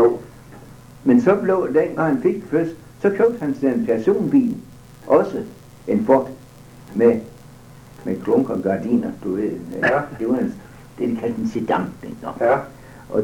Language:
Danish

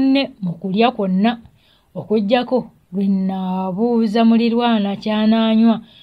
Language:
Ganda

